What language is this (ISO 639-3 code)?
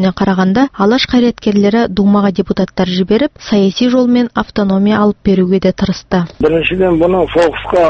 kaz